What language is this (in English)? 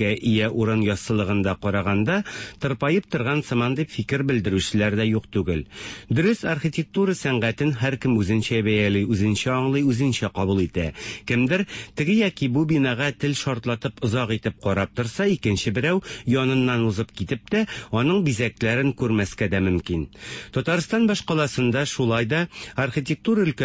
Tatar